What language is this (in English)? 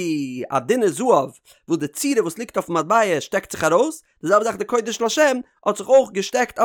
Yiddish